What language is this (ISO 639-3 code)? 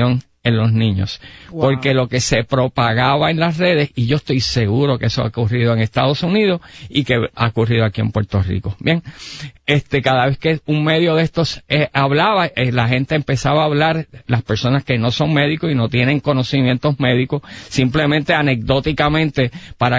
spa